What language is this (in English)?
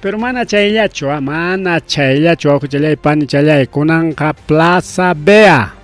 Ayacucho Quechua